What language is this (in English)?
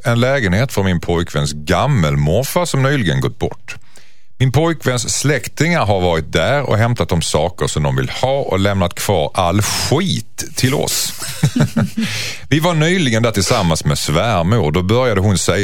Swedish